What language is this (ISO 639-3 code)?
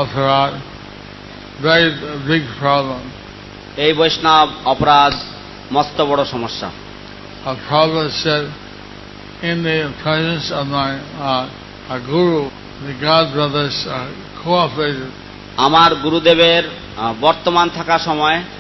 ben